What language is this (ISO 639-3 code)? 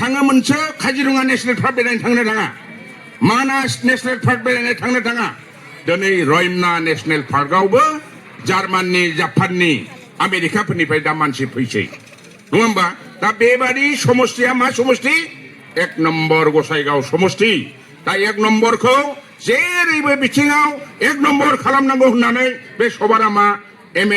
brx